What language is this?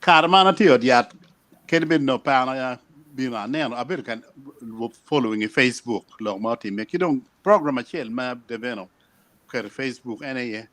Acoli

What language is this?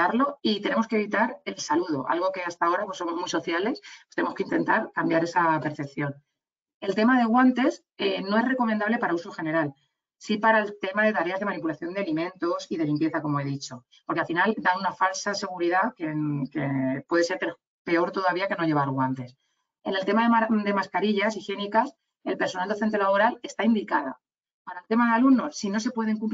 Spanish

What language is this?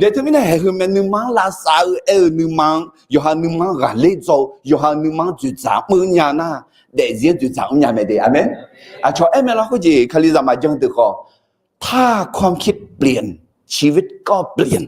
Akha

